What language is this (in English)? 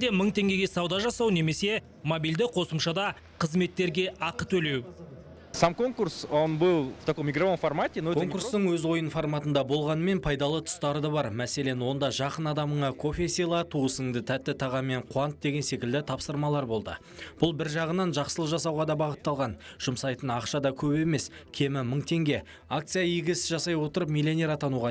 Kazakh